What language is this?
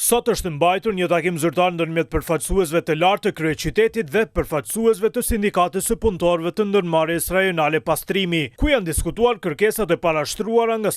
Albanian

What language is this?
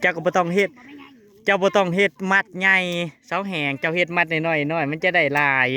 Northeastern Thai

